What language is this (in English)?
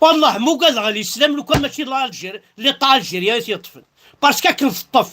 Kabyle